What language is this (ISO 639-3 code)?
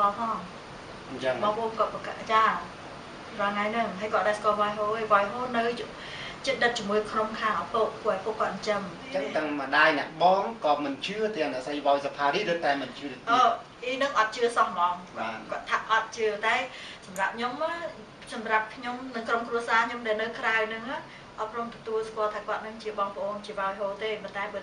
khm